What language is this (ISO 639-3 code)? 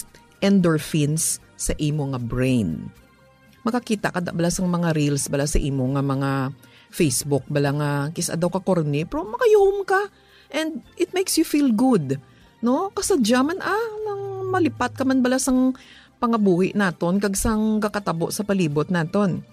hil